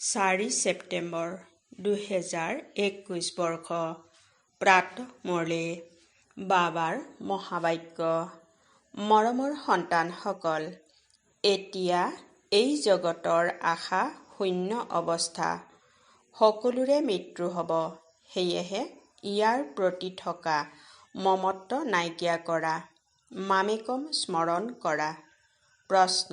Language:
Assamese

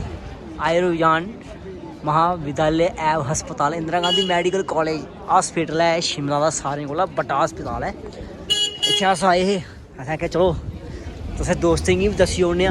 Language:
Dogri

